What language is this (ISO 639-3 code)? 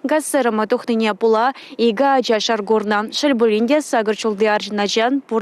chv